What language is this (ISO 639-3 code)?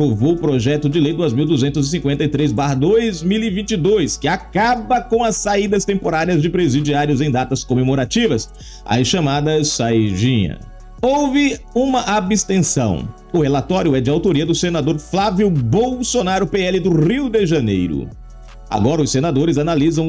por